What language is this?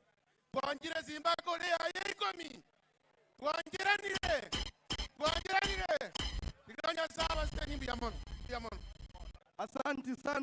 Gusii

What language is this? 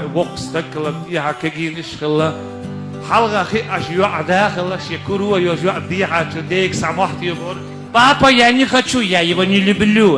Chechen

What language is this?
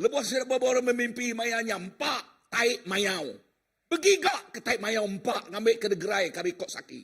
Iban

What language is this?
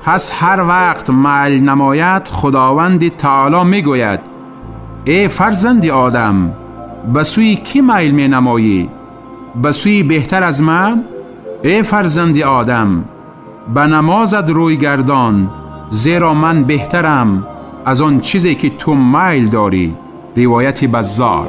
Tajik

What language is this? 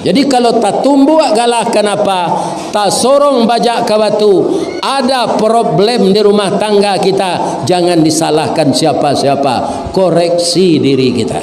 Minangkabau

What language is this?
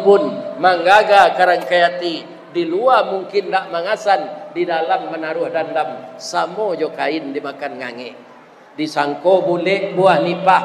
Minangkabau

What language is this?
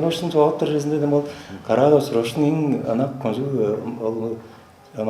Tuvinian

